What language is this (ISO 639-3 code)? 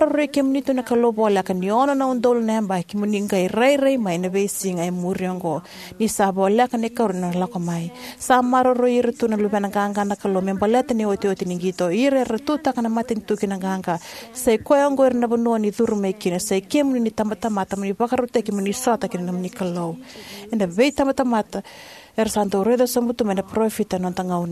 fij